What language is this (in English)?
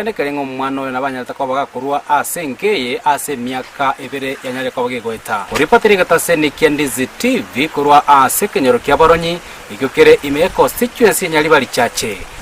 Gusii